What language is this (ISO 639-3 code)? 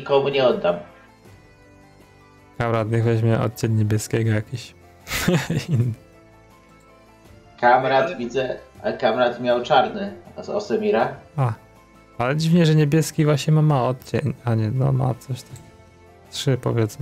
pol